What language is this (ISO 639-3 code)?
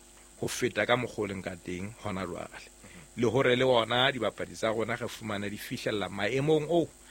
sot